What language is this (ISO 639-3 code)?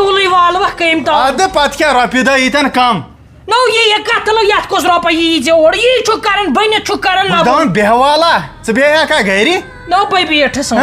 kas